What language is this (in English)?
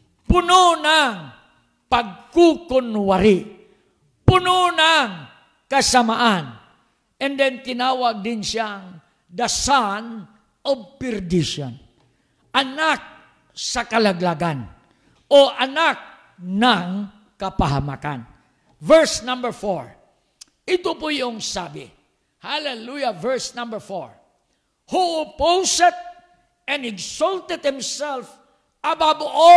Filipino